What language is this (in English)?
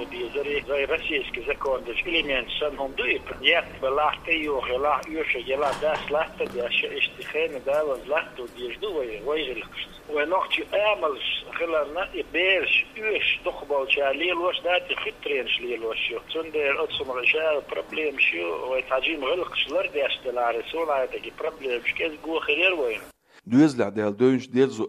Chechen